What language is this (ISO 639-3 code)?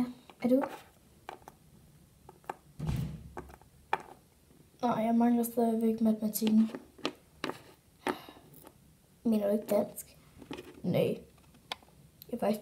dan